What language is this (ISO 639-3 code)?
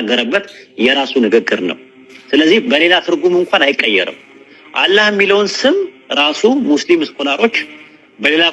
amh